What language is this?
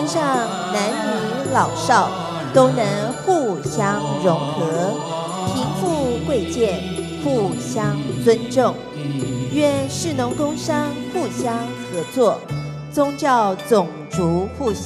Chinese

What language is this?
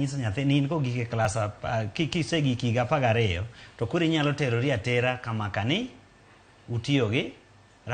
Luo (Kenya and Tanzania)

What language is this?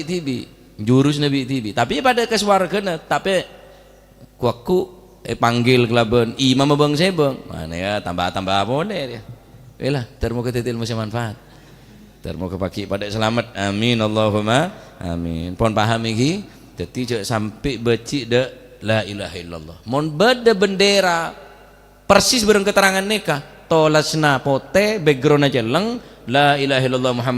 Madurese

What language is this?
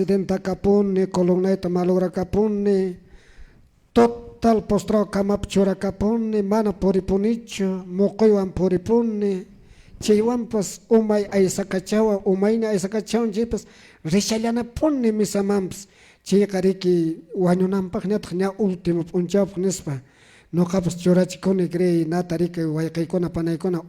Quechua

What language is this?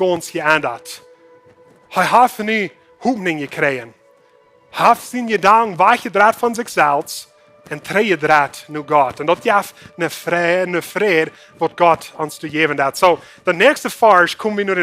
Plautdietsch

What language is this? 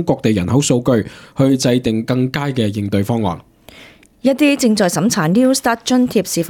Cantonese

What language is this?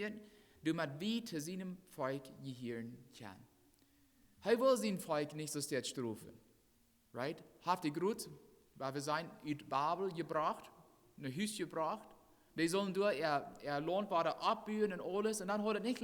Plautdietsch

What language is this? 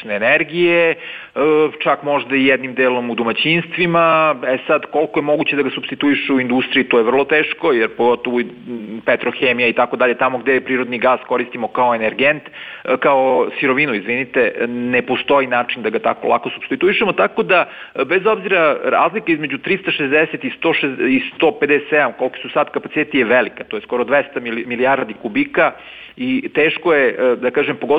Serbian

